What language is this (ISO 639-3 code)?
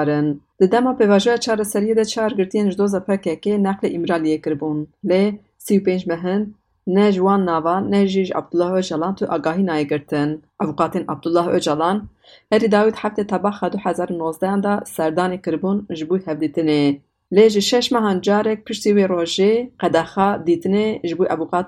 kur